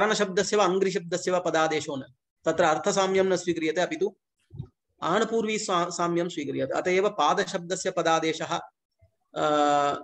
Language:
Sanskrit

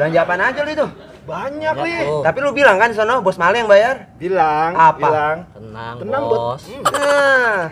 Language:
Betawi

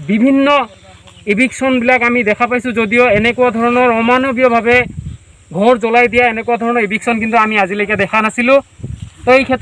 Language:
Assamese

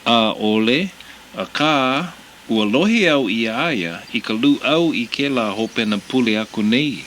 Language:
Hawaiian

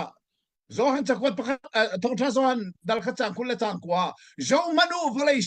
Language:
Hakha Chin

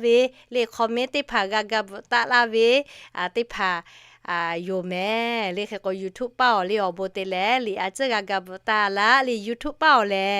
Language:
Lahu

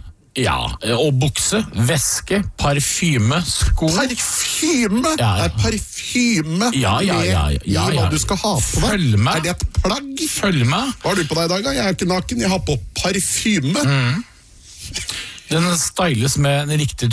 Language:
Norwegian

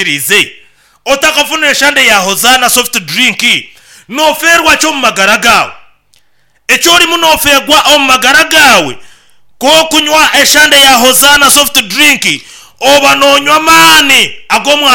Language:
Nyankole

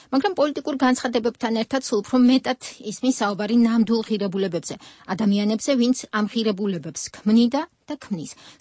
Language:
Georgian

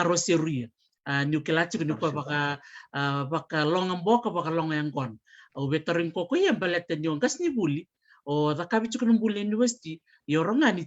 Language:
Fijian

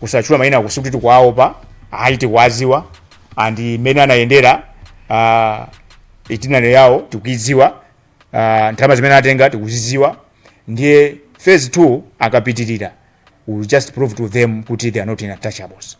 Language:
Nyanja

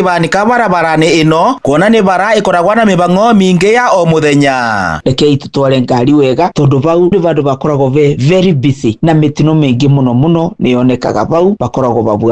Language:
Kikuyu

